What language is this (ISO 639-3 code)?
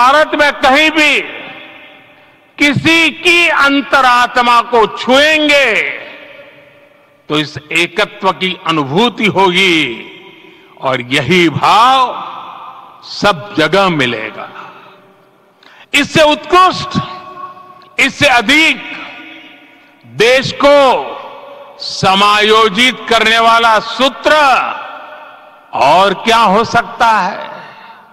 hin